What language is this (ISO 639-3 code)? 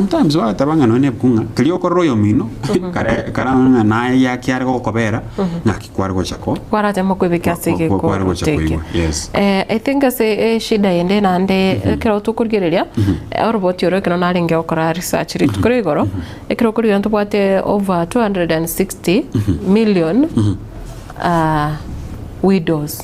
guz